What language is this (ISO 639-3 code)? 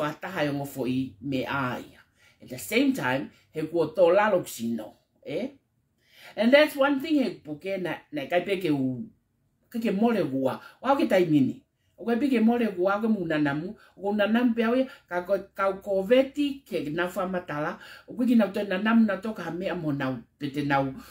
ton